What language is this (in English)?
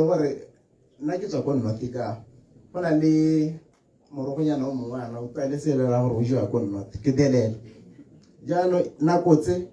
Tswana